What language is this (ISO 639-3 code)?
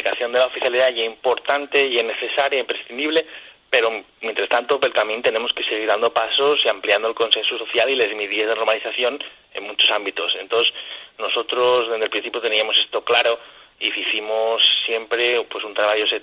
ast